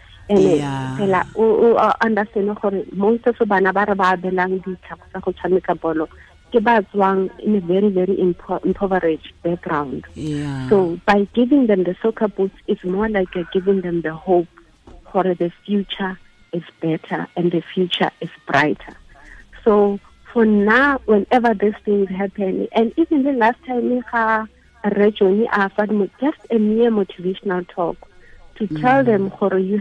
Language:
Tswana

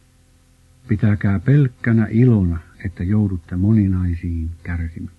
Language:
Finnish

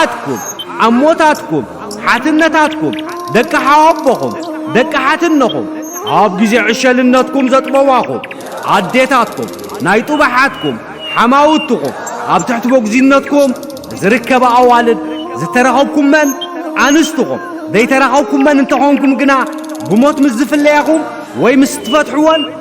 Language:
Tigrinya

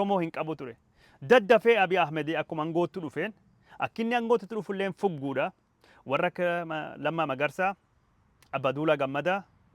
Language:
Oromo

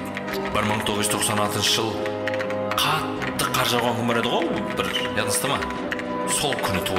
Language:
Kara-Kalpak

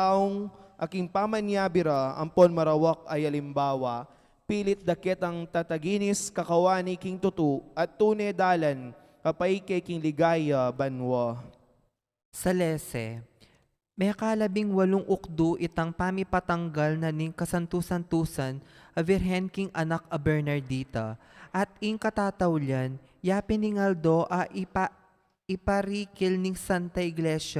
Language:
Pampanga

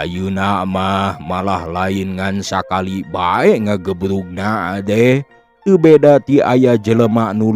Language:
Sundanese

